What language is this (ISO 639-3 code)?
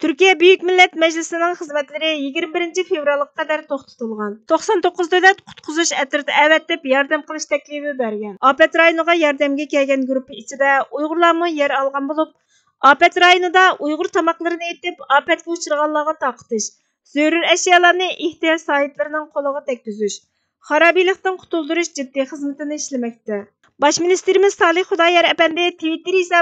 uig